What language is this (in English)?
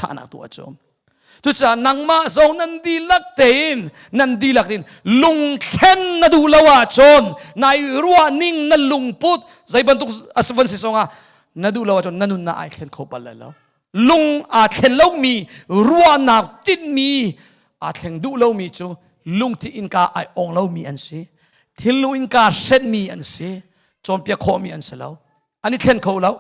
Hakha Chin